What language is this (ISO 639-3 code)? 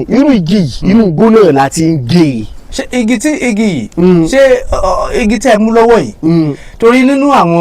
yor